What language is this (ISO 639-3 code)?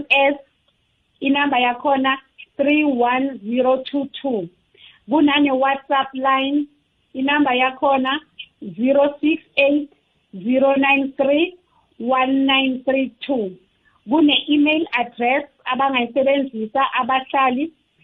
nbl